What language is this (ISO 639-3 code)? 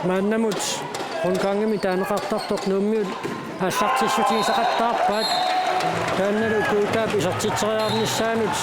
kal